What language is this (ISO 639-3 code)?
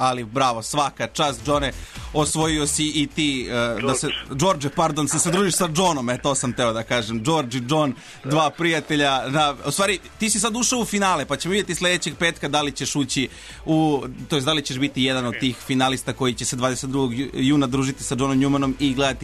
srp